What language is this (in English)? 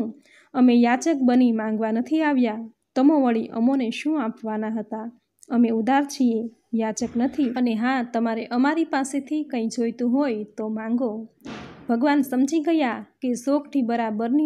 Gujarati